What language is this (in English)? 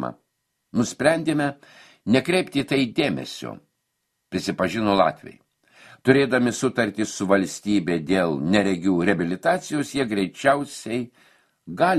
Lithuanian